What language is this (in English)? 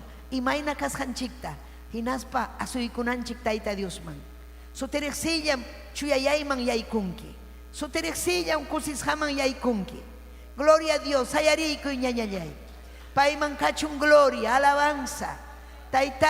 Ayacucho Quechua